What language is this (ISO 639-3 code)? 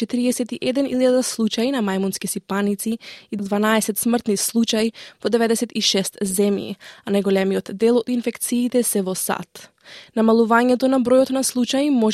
mkd